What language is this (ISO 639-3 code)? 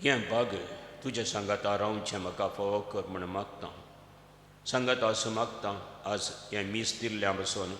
kok